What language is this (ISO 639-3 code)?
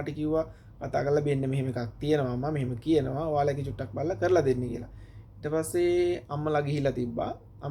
sin